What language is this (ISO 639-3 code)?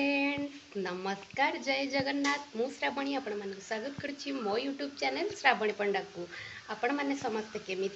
ori